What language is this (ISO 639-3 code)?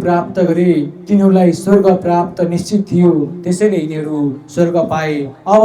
nep